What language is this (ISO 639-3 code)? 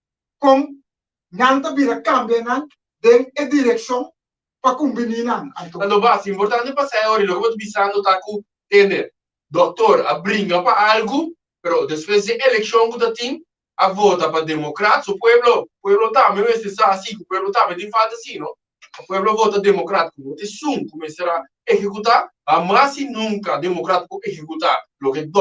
pap